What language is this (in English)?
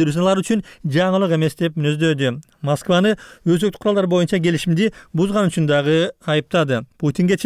Kyrgyz